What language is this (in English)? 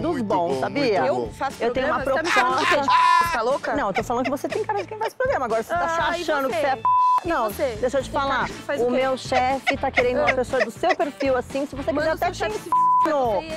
Portuguese